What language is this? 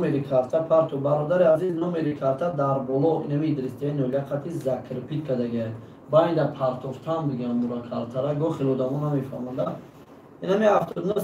Tajik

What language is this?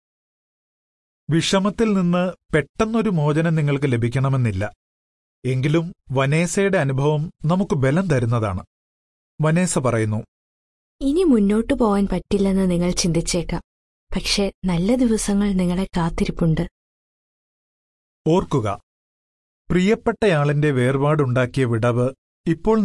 Malayalam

